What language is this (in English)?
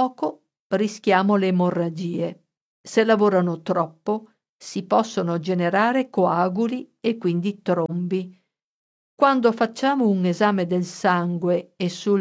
Italian